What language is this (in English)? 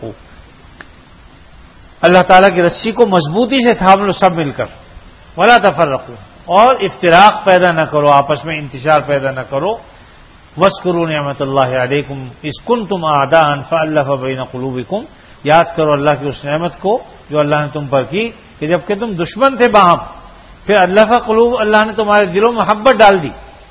Urdu